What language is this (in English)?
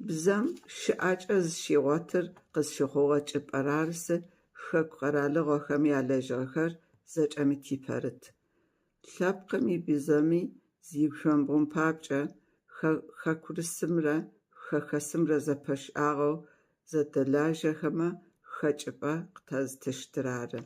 Kabardian